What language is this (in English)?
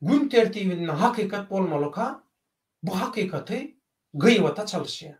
Turkmen